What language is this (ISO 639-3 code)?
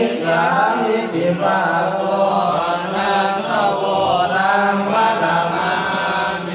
pli